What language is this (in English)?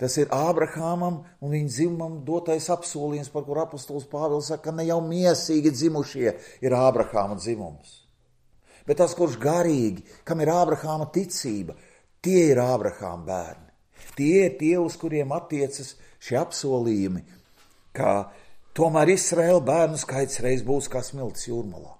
Latvian